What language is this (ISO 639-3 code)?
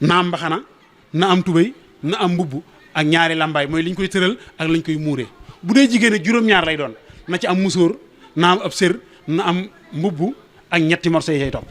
wol